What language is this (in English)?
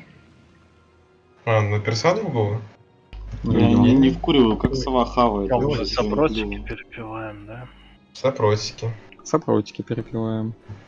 Russian